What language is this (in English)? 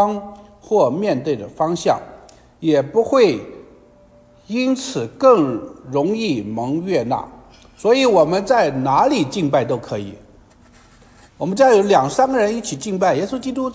Chinese